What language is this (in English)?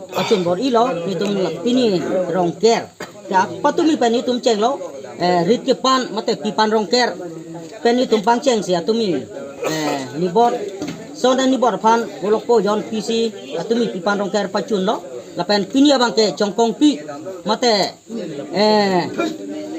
Karbi